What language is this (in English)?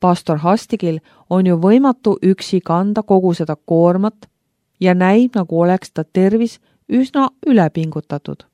Estonian